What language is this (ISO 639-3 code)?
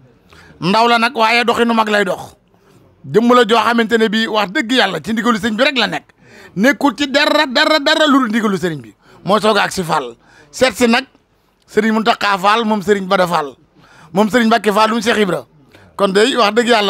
wol